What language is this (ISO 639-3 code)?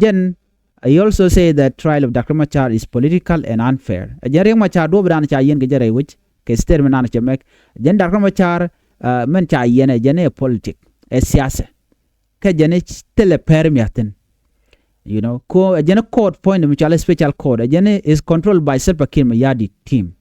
nus